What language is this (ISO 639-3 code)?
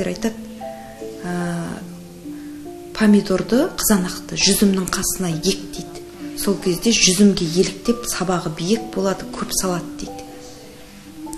kaz